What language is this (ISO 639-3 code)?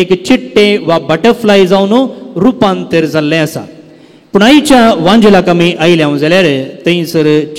kok